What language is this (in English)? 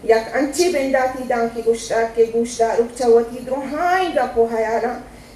Eastern Balochi